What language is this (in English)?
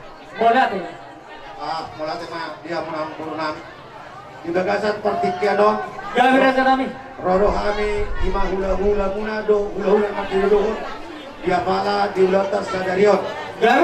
Batak Toba